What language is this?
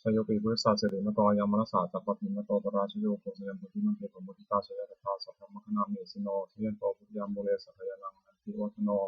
Pali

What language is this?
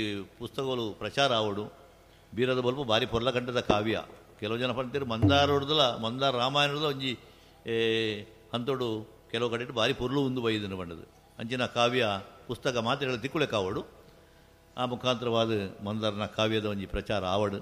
Tulu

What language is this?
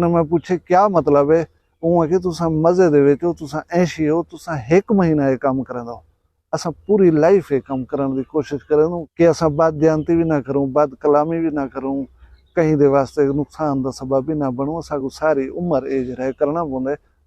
Saraiki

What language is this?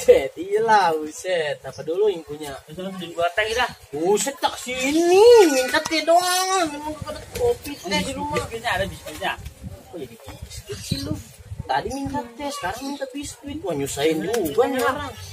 Betawi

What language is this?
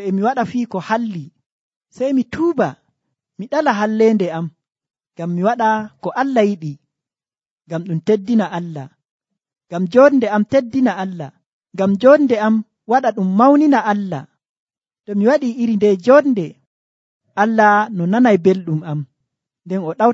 Nigerian Fulfulde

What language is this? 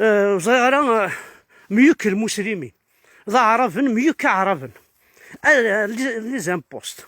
Kabyle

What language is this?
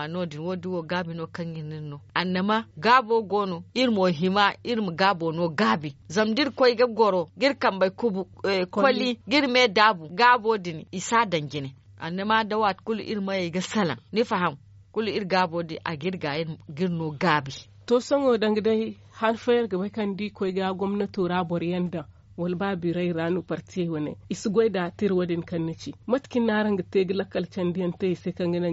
Zarma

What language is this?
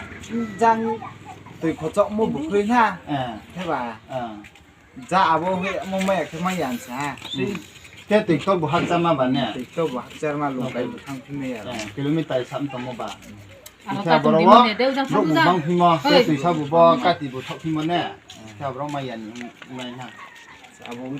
Riang (India)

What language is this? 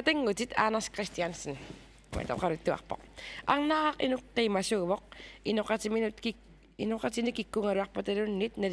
Kalaallisut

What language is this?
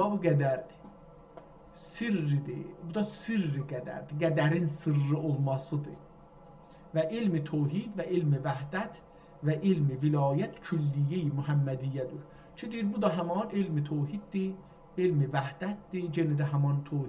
South Azerbaijani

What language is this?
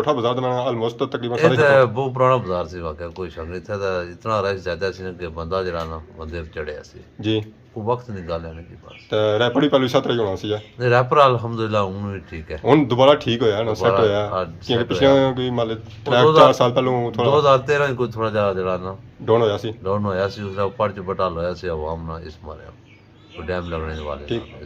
Pahari-Potwari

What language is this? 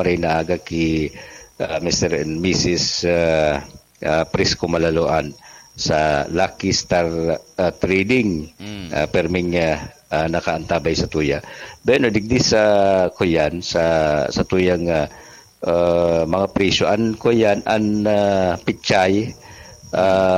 Bikol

